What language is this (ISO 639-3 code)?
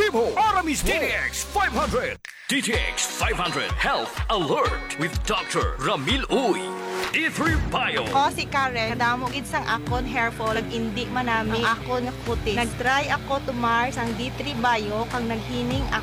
hil